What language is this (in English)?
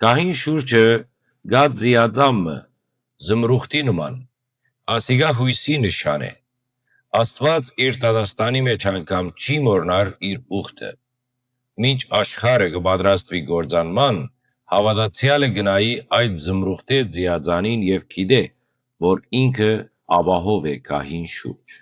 Western Armenian